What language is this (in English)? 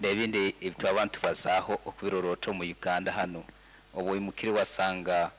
Nyankole